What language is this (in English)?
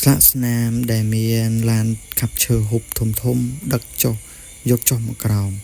Khmer